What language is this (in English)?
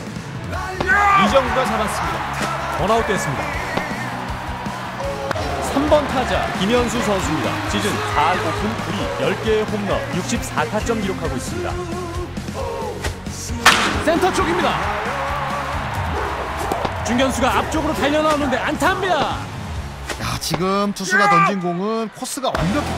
Korean